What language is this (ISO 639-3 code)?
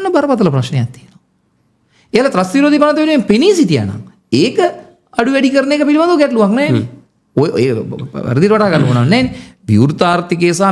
sin